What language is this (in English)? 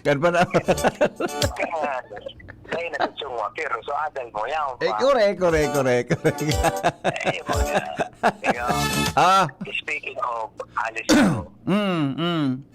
Bikol